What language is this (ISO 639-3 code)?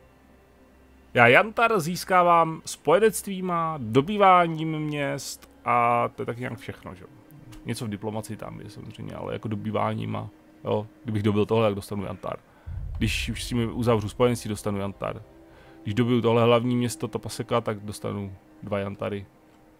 ces